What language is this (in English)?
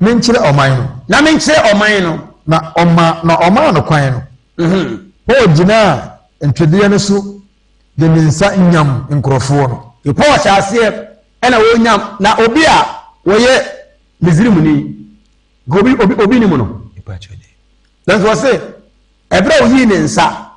Akan